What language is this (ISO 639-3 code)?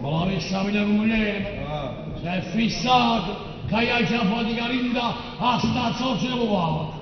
nap